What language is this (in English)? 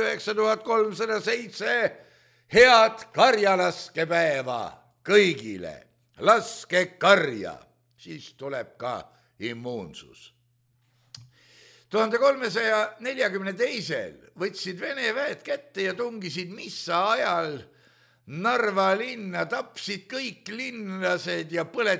Estonian